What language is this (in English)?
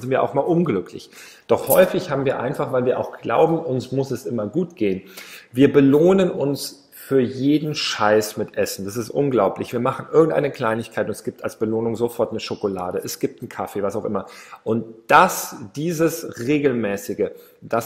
German